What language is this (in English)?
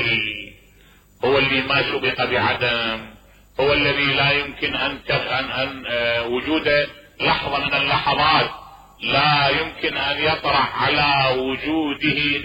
Mesopotamian Arabic